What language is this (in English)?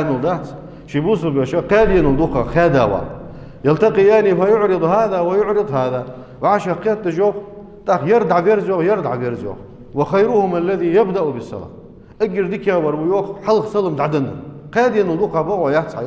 Ingush